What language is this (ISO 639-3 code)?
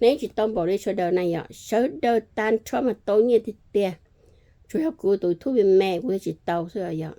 hmn